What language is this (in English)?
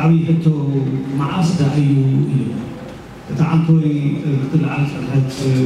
Tigrinya